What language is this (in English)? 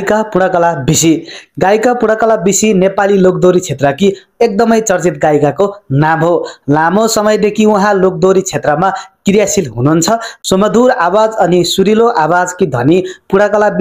Nepali